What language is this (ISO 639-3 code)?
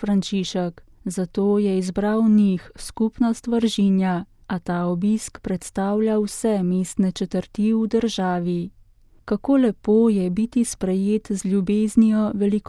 slv